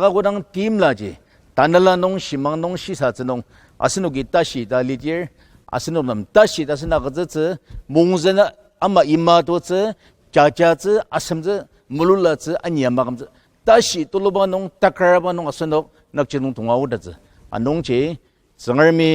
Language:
Ao Naga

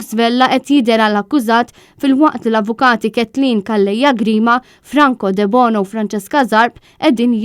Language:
Maltese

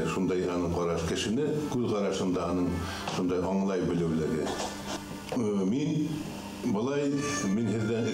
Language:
Bashkir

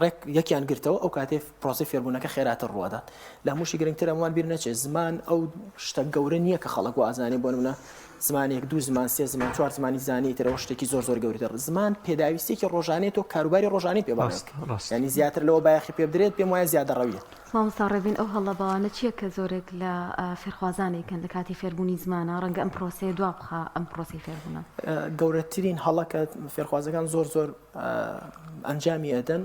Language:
Central Kurdish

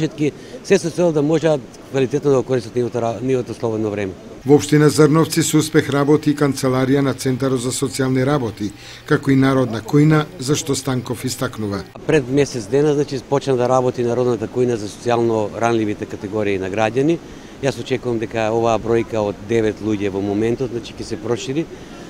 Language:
Macedonian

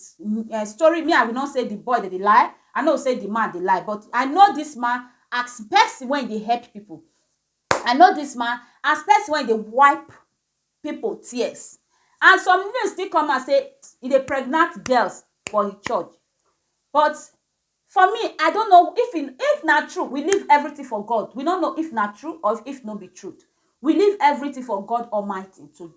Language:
Nigerian Pidgin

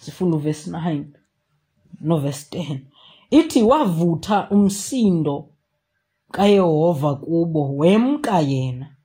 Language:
Xhosa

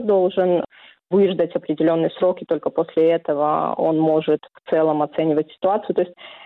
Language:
Russian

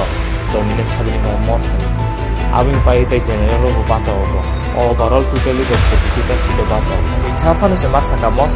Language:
Kok Borok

